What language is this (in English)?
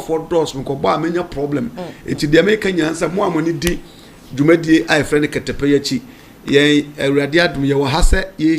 Akan